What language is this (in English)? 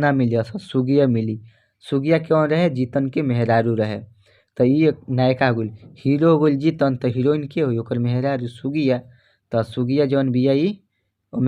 Bhojpuri